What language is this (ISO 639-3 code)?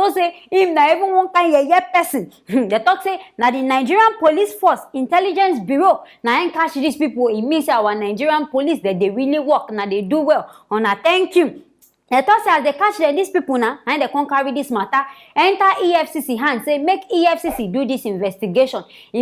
pcm